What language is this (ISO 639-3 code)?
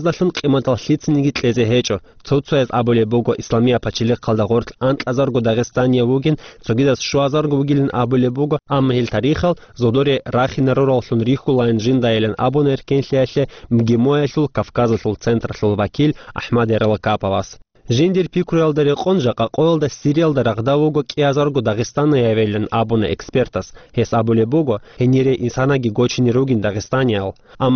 ava